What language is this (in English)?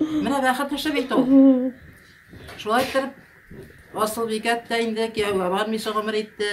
Tatar